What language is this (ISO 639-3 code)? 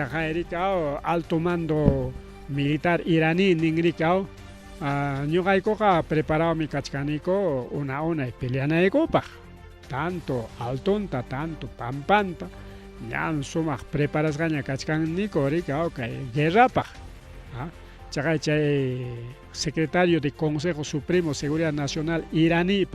quy